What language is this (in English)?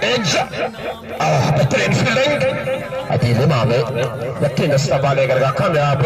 Baluchi